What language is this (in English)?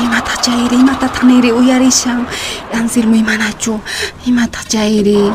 Quechua